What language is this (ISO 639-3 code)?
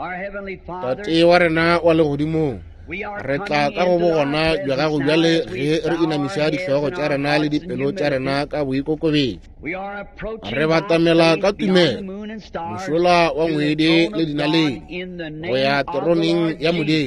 nso